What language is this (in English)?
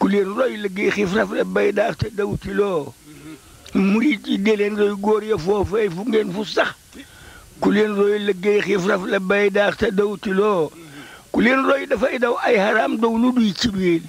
Wolof